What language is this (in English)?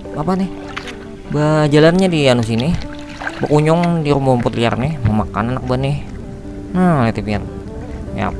Banjar